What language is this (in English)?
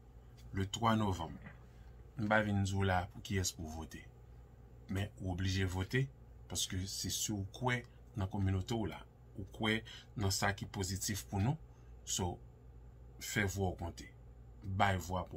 Haitian Creole